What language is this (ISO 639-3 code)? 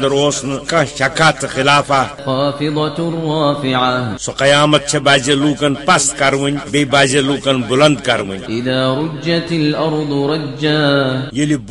kas